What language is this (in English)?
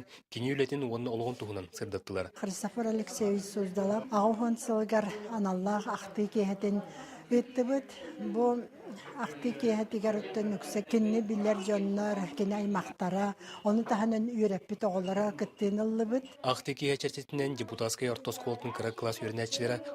Yakut